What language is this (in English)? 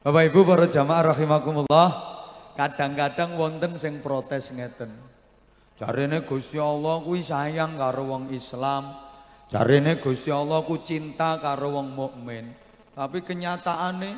Javanese